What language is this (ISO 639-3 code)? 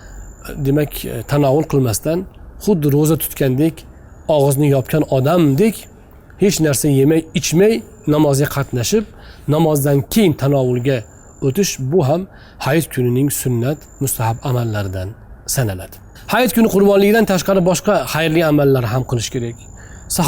uzb